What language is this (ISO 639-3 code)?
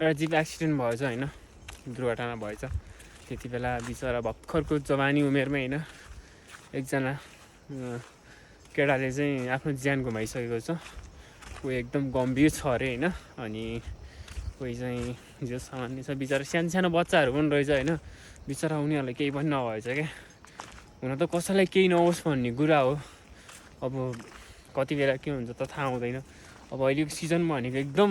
nep